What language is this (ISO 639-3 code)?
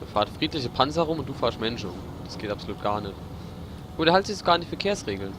pfl